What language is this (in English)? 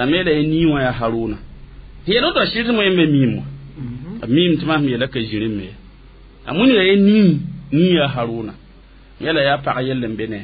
Mossi